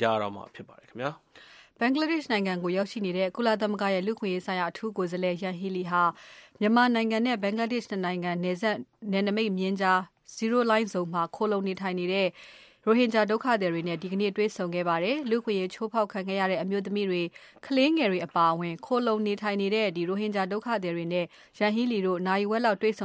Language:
Burmese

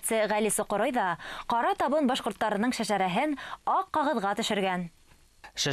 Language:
Bashkir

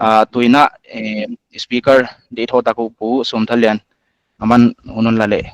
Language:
Paite Chin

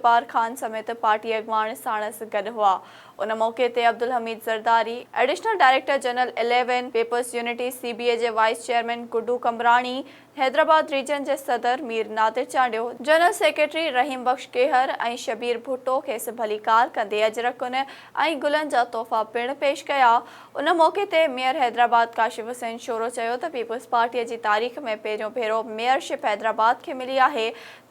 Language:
Sindhi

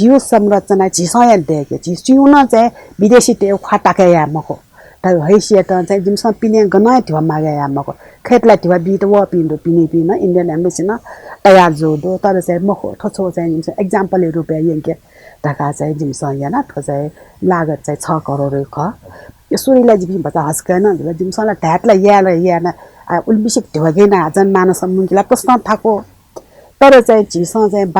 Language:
Newari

